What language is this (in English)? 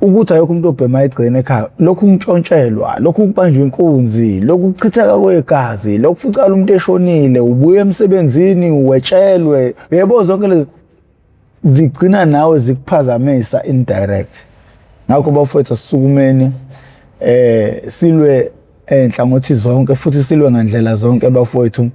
Zulu